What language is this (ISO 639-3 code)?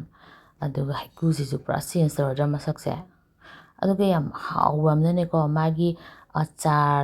mni